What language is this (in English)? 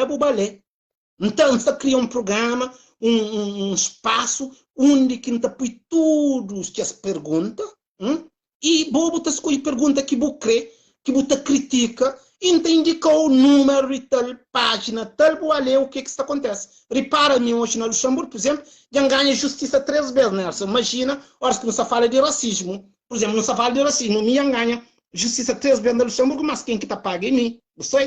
Kabuverdianu